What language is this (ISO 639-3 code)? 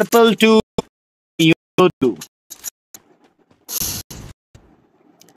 ben